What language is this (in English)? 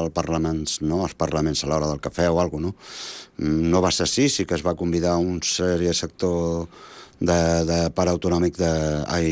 Catalan